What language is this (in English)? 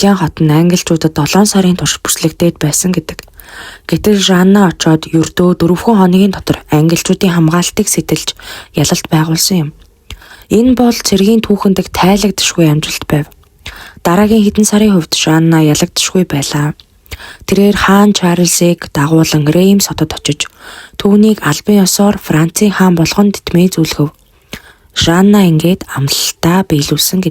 Mongolian